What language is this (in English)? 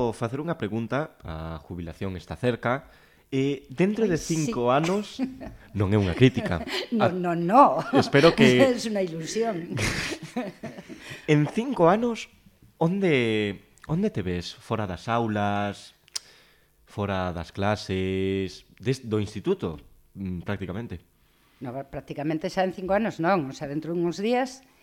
Galician